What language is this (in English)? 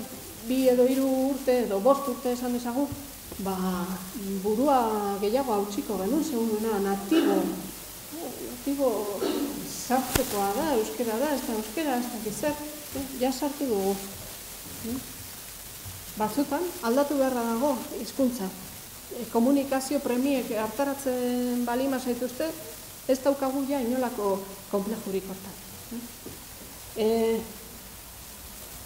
Basque